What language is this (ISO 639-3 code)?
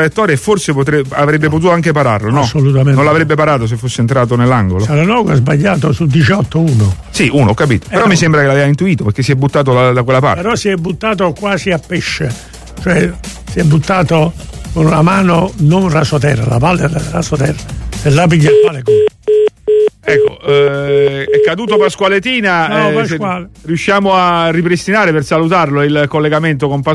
ita